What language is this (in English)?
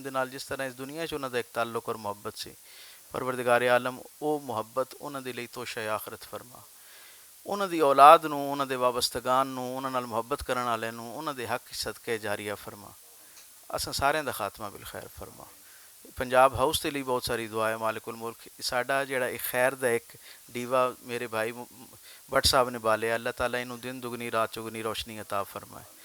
Western Panjabi